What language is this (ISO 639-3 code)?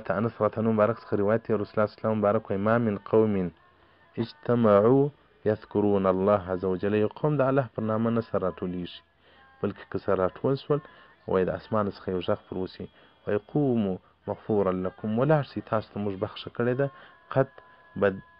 pus